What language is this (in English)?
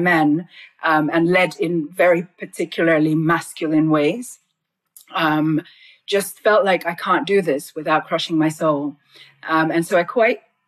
English